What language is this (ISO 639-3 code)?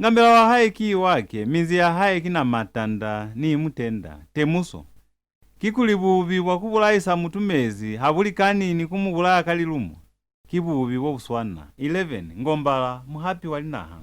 loz